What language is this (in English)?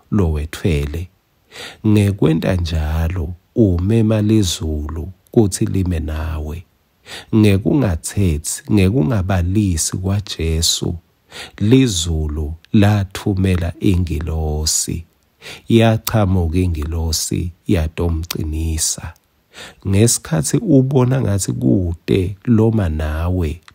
Swati